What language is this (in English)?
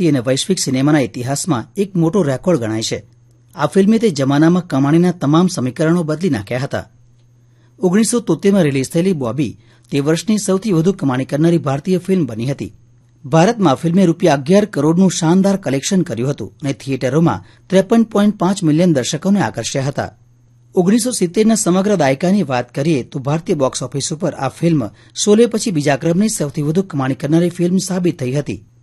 Gujarati